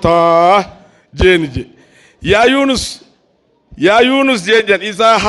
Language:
Oromo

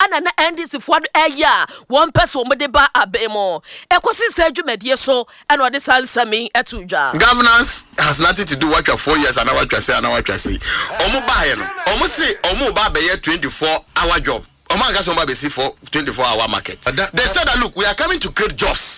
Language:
Akan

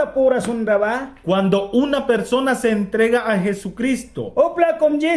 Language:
Mískito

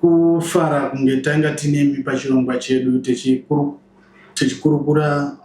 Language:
Shona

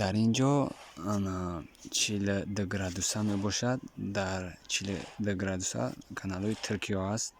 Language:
Tajik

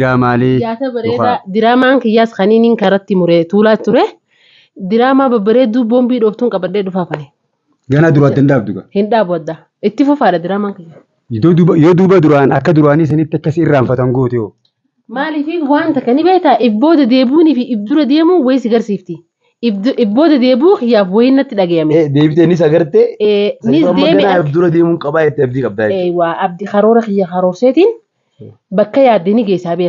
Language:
Oromo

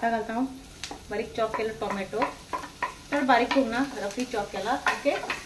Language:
Konkani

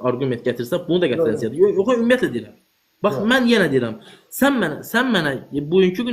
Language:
Azerbaijani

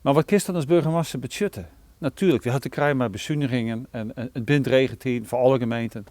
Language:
Western Frisian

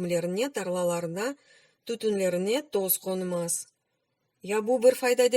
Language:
Crimean Tatar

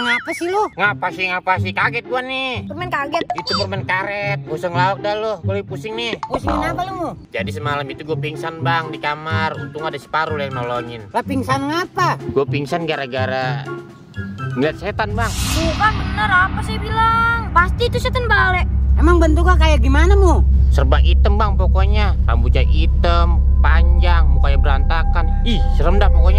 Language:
Betawi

